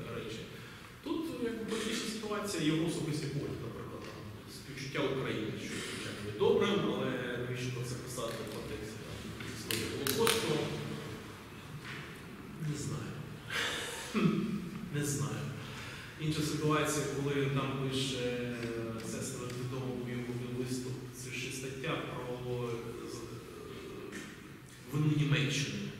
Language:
Ukrainian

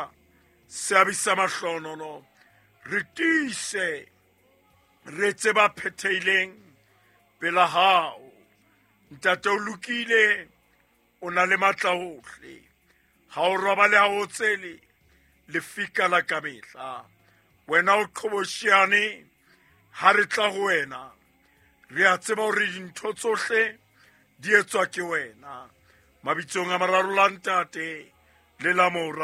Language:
Southern Sotho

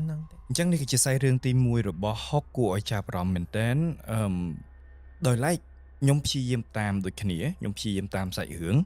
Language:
Khmer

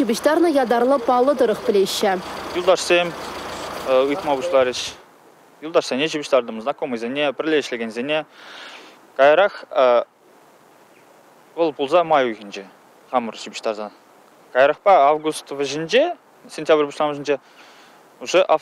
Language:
Chuvash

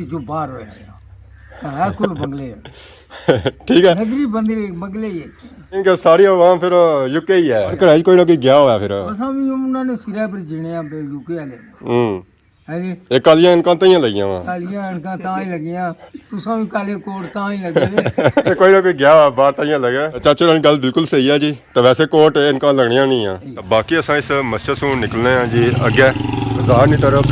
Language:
Pahari-Potwari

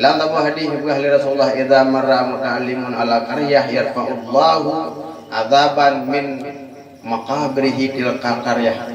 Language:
Achinese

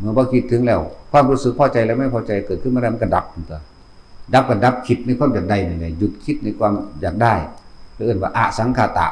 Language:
Northeastern Thai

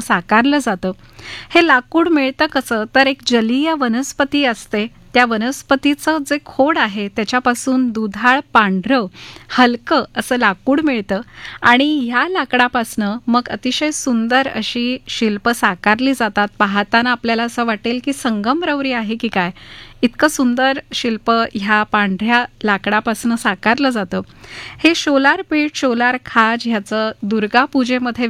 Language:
Marathi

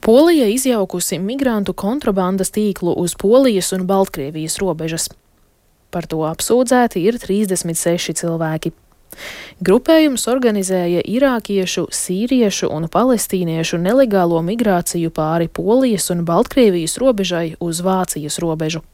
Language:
Latvian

